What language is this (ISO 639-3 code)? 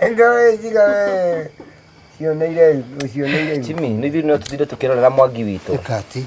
kik